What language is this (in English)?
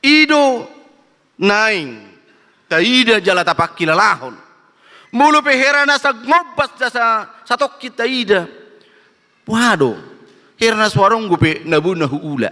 Batak Toba